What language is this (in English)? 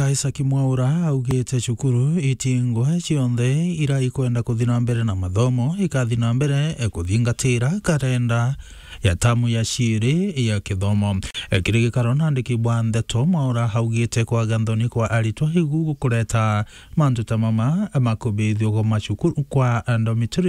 Meru